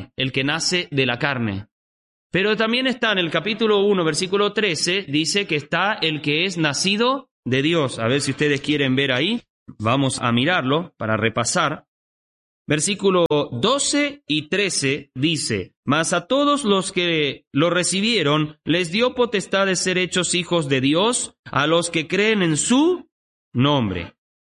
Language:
Spanish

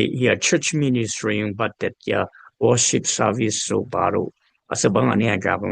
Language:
Dimasa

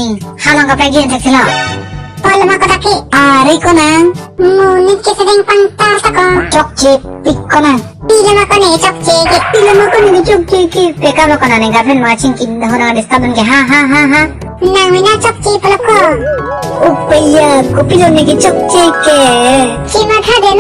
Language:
Karbi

